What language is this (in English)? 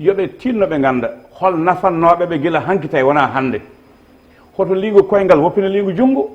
Fula